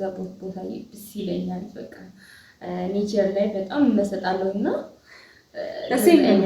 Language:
Amharic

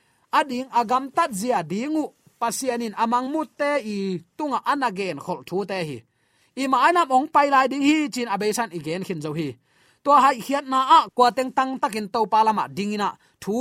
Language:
Tedim Chin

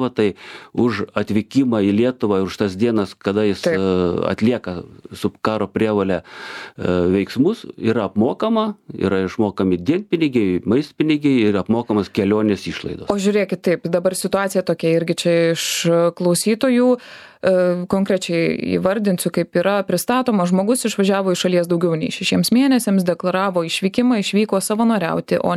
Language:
Lithuanian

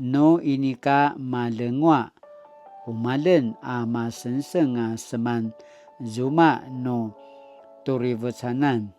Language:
Paiwan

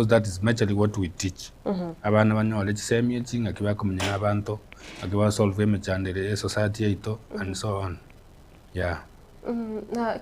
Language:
Gusii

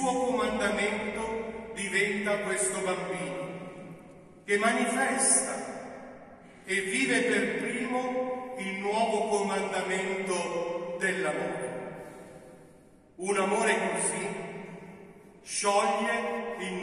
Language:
Italian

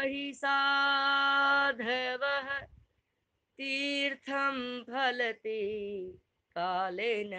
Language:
Sanskrit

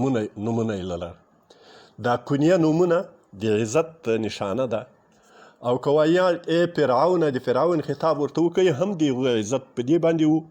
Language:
Pashto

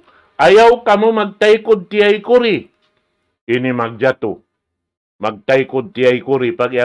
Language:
Tausug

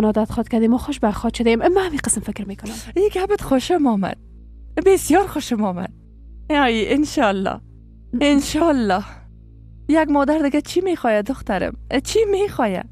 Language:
Persian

